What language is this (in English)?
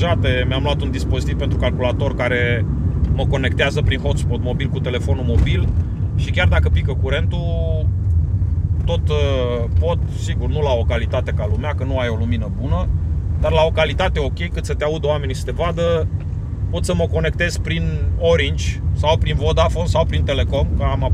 Romanian